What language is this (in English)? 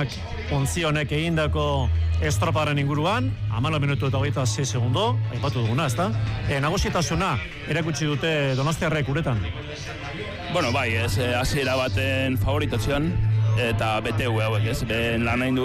Basque